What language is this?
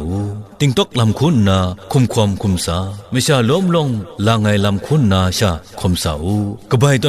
Kachin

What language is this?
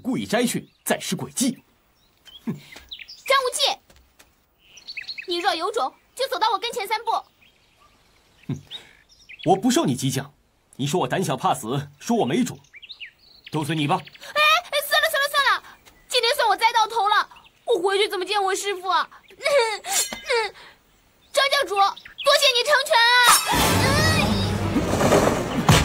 Chinese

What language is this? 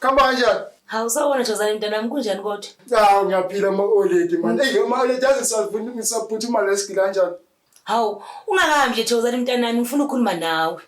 Zulu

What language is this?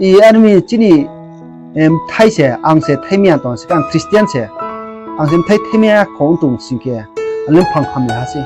Riang (India)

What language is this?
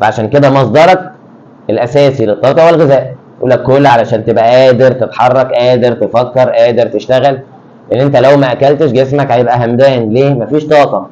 Egyptian Arabic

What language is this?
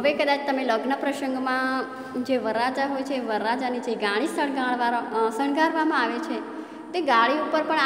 Gujarati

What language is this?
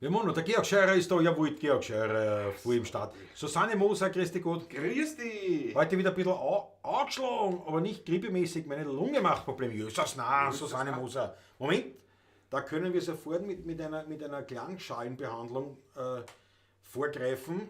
Bavarian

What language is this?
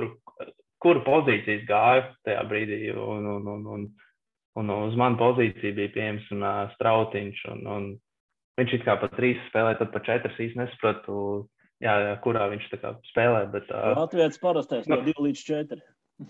Latvian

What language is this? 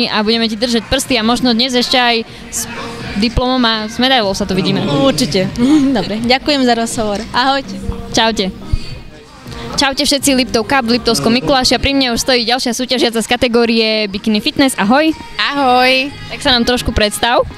Slovak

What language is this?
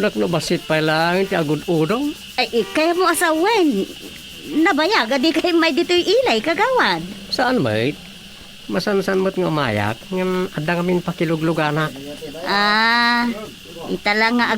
Iloko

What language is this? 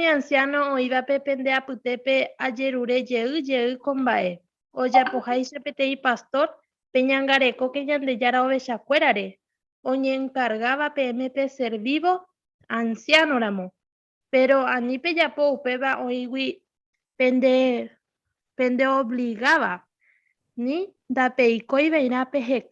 Guarani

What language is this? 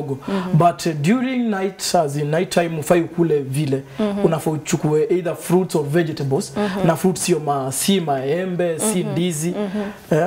Swahili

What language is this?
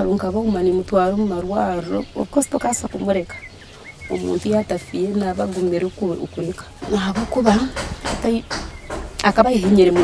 Nyankole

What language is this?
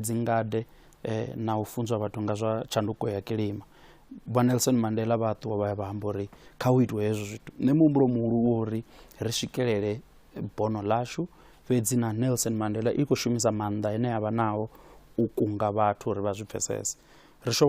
Venda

